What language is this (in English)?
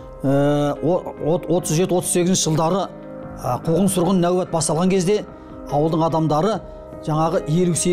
Kazakh